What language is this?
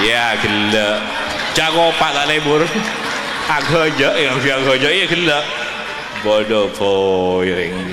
Madurese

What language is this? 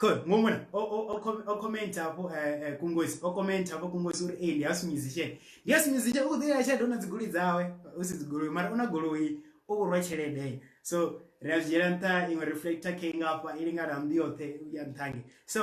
Venda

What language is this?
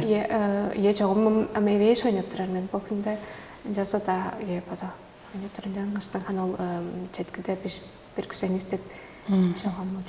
Tuvinian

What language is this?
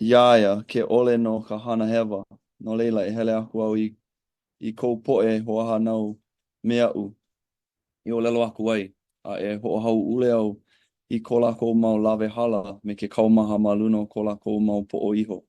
Hawaiian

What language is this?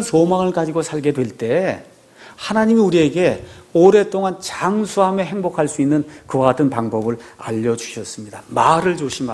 Korean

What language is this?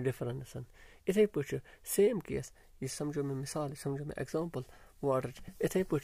Kashmiri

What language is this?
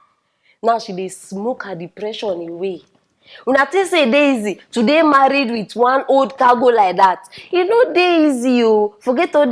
Nigerian Pidgin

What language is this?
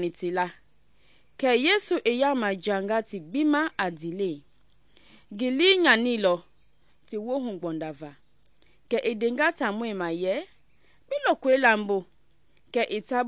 Mende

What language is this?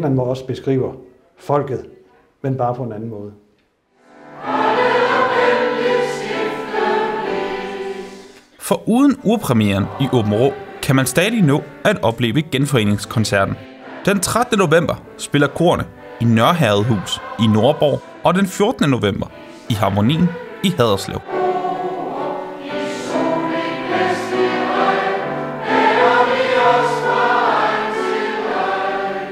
Danish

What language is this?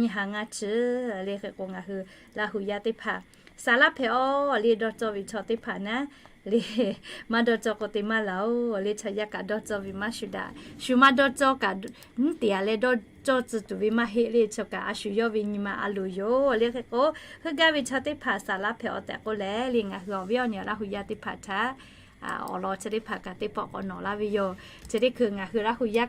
Lahu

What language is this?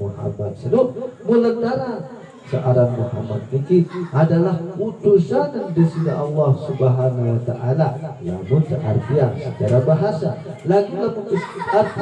Sasak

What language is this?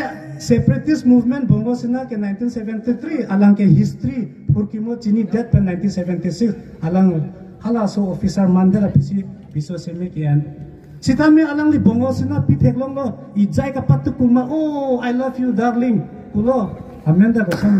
Karbi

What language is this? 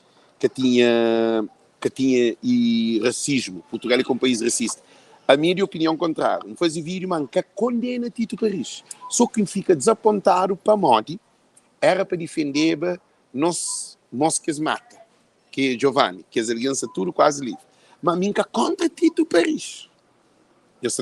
Kabuverdianu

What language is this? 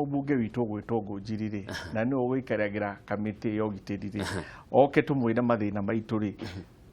Kikuyu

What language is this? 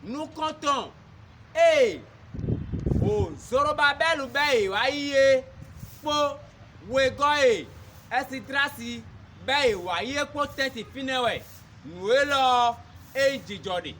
Fon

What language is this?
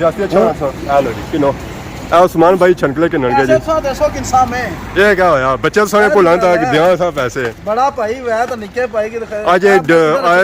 Pahari-Potwari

